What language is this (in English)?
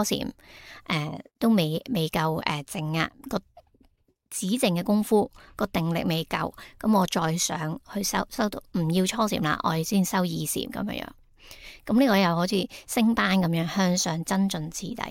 Cantonese